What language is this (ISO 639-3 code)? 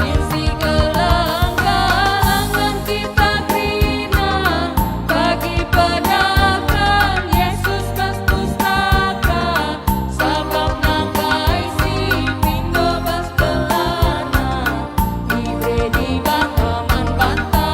btx